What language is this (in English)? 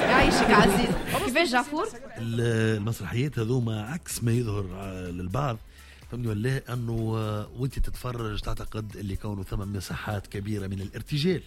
Tunisian Arabic